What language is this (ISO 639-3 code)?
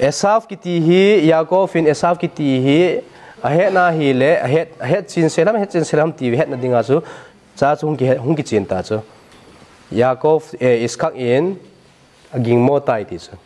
tcz